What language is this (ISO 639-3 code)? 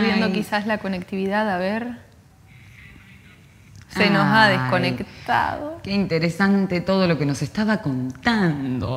spa